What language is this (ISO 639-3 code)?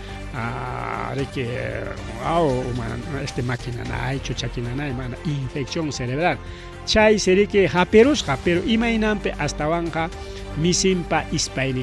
quy